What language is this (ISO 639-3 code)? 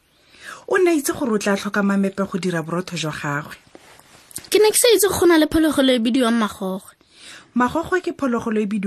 tsn